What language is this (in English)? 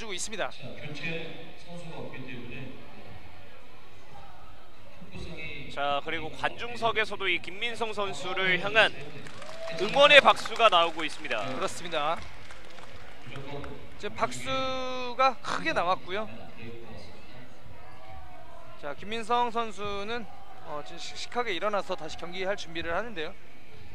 Korean